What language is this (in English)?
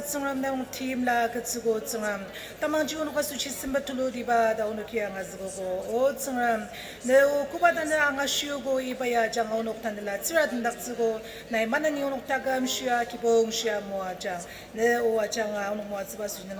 Ao Naga